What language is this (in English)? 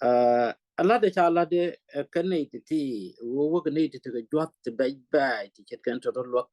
Nuer